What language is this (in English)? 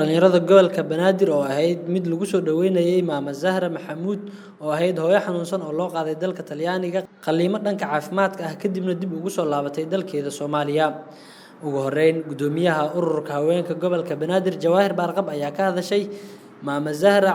Somali